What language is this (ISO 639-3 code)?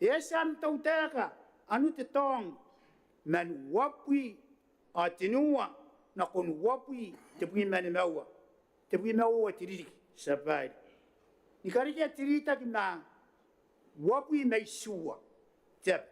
gil